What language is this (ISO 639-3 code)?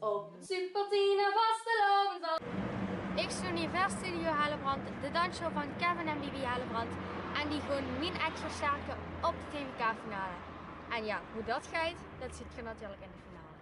lim